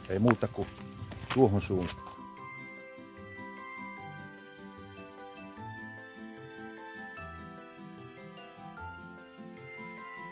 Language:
Finnish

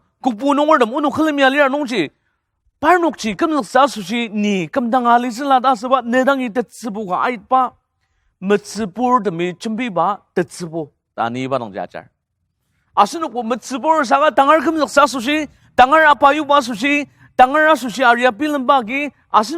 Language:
Ao Naga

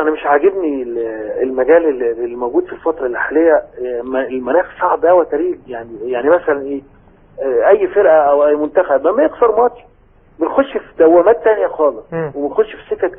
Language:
Egyptian Arabic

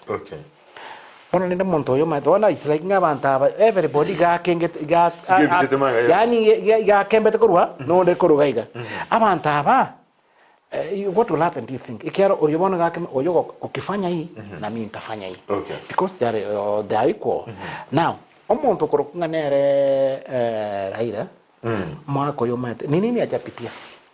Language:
Gusii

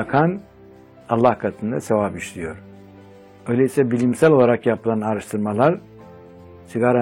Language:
Turkish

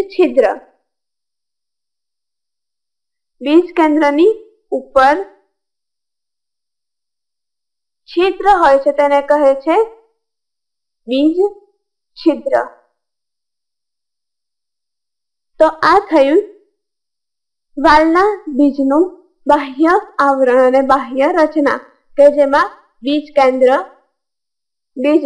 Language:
Gujarati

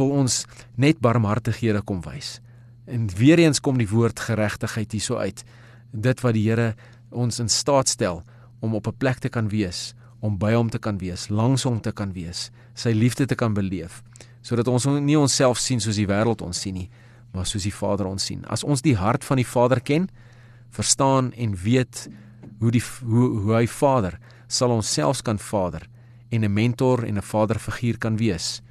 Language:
Afrikaans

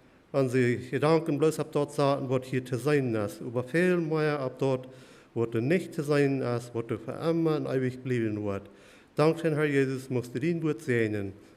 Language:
Plautdietsch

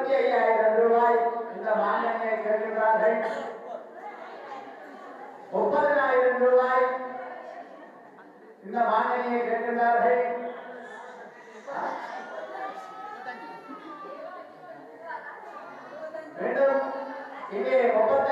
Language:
Tamil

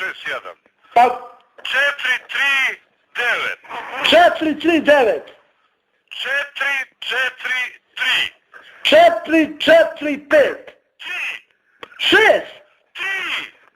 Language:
Bosnian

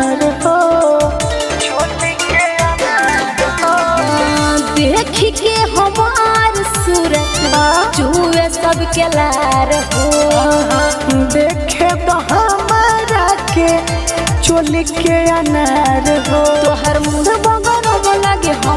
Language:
Bhojpuri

